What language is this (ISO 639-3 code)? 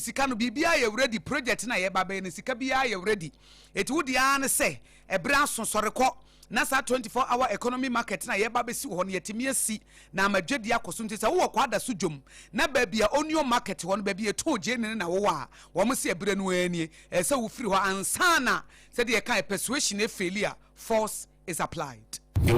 aka